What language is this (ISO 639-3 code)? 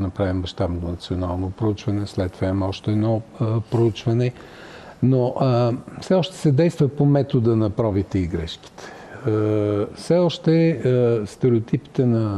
bul